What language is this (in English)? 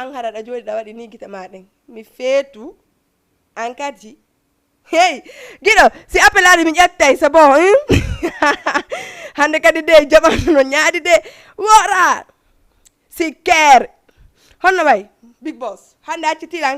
Fula